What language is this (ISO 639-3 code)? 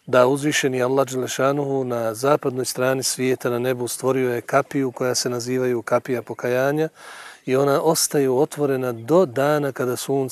bos